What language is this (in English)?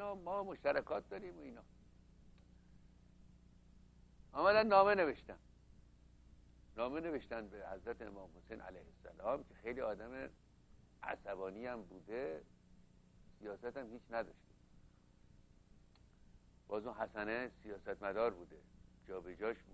Persian